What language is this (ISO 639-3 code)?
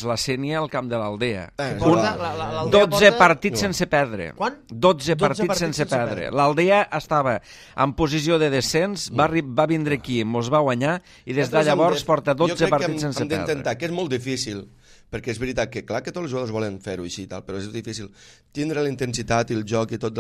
cat